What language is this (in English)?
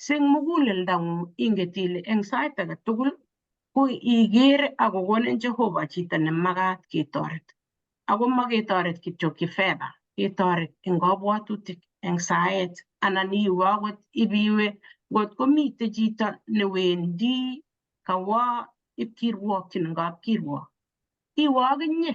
Kalenjin